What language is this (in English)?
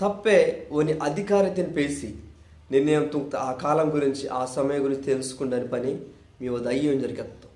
Koya